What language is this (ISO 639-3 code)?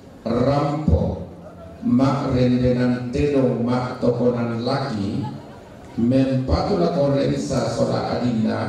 sda